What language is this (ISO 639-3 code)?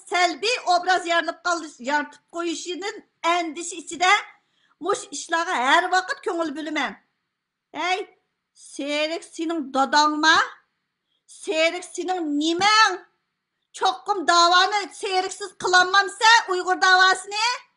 uig